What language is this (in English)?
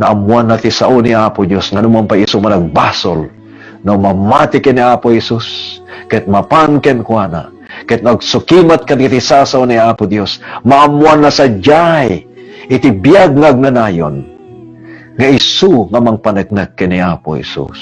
Iloko